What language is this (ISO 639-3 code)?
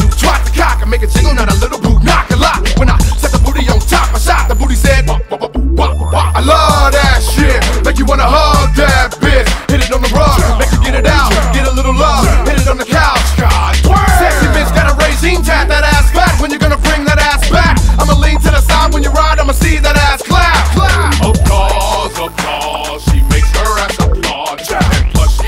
eng